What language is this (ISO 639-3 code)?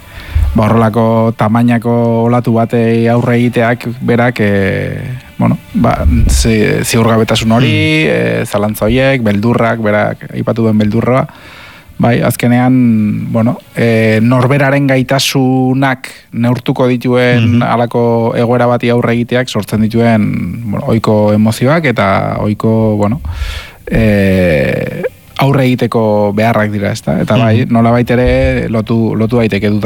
eus